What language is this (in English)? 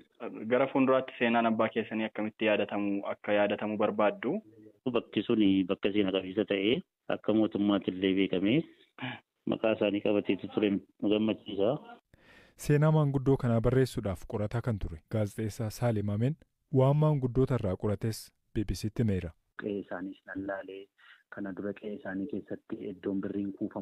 Oromo